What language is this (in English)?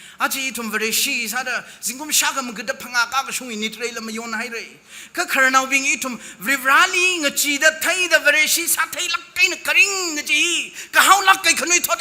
Tangkhul Naga (India)